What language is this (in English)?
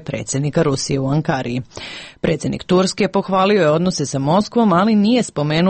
Serbian